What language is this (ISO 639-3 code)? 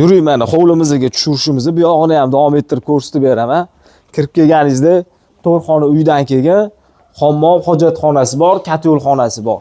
uzb